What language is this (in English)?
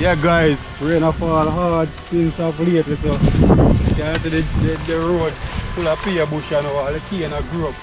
Jamaican Creole English